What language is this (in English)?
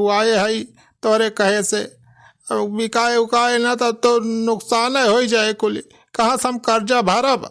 Awadhi